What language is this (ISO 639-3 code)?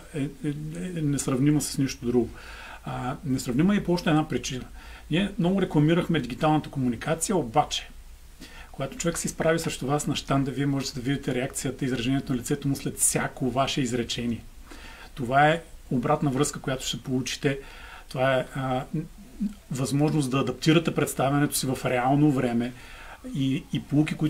bul